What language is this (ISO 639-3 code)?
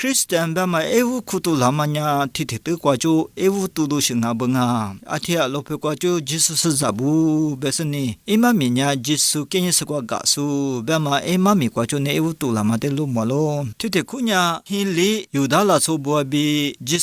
lis